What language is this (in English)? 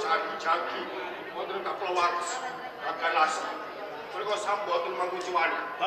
Javanese